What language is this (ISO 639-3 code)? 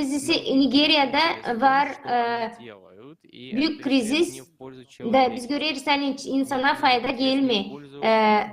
gag